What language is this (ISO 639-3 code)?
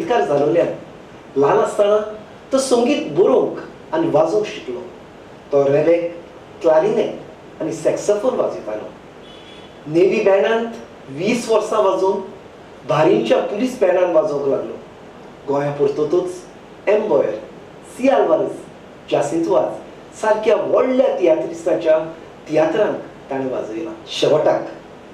kok